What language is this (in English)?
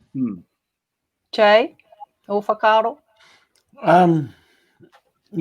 Māori